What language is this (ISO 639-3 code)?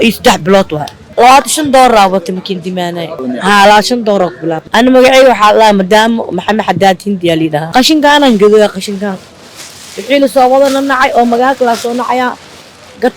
som